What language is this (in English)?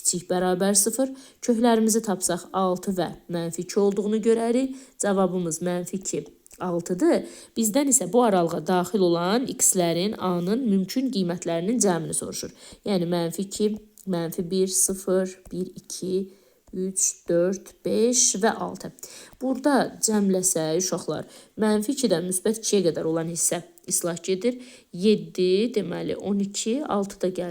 Azerbaijani